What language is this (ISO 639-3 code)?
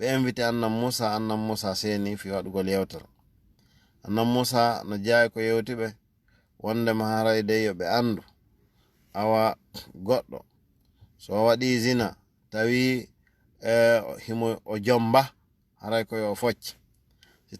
ful